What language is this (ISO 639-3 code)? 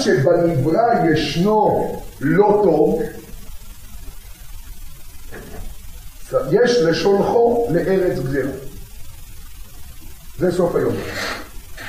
heb